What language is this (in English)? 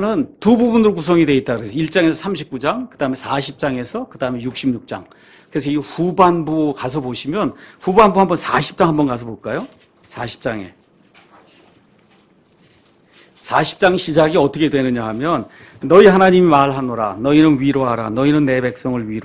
Korean